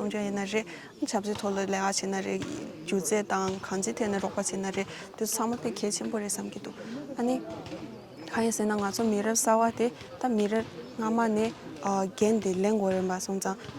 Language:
Tibetan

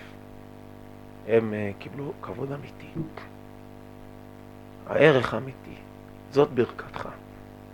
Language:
Hebrew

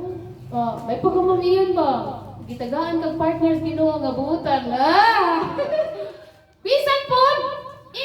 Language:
Cebuano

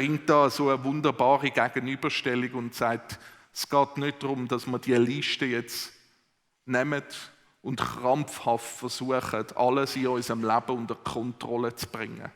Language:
Swiss German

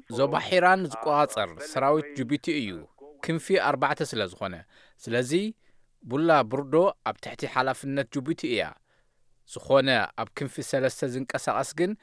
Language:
Tigrinya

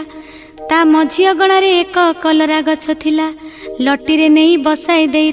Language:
Odia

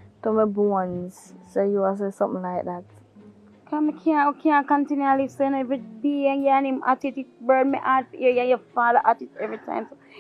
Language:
Jamaican Creole English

